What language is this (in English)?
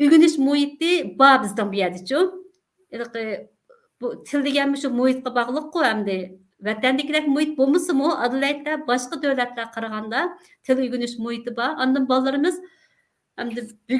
Uyghur